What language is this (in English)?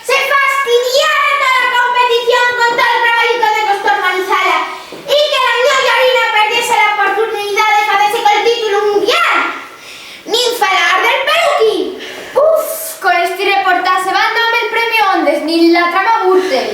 Asturian